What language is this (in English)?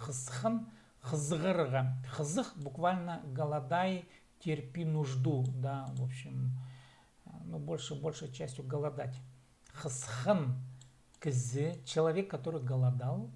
Khakas